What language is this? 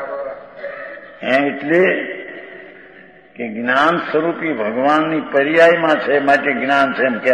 Gujarati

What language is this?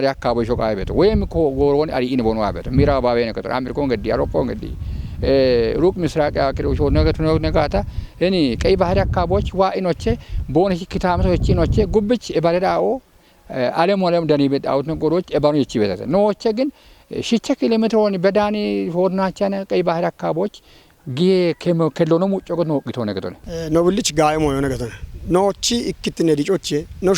Kafa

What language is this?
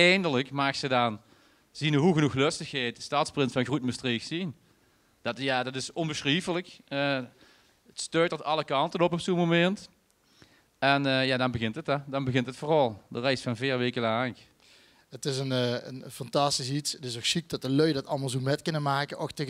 Limburgish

